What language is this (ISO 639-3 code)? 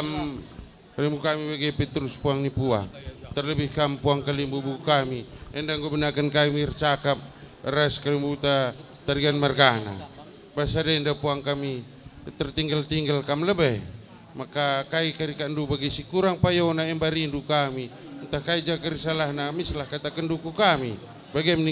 btx